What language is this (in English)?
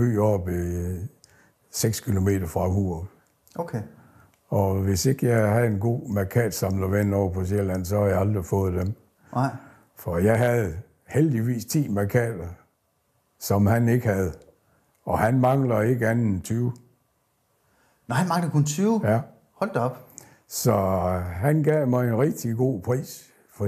Danish